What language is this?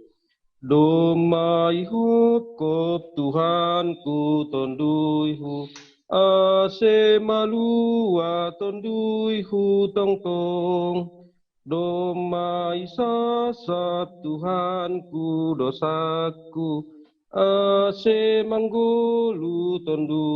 Batak Simalungun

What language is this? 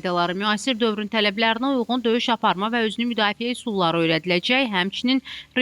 Azerbaijani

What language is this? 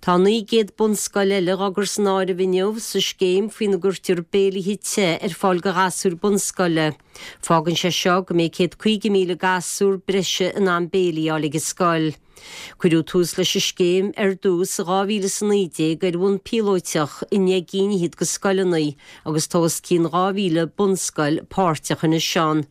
Irish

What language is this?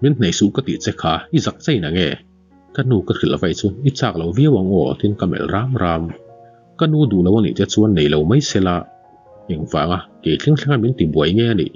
Mizo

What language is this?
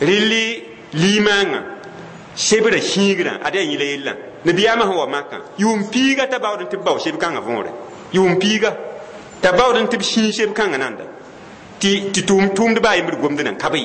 Mossi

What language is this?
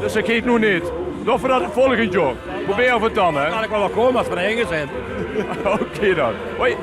Limburgish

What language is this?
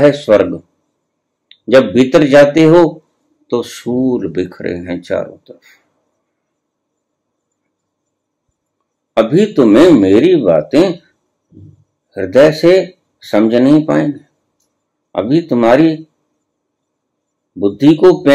Hindi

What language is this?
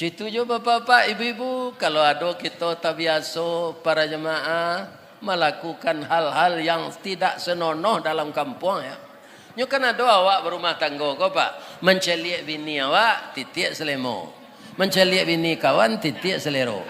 Minangkabau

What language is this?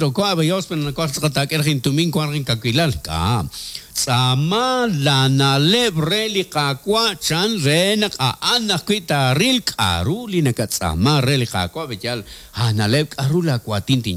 Kekchí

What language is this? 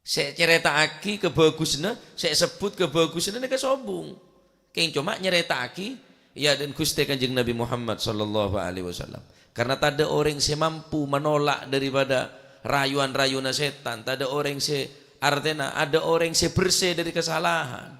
Madurese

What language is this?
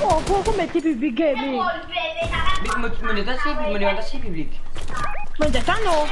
Morisyen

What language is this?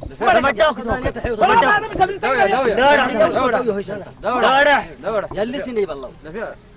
Saho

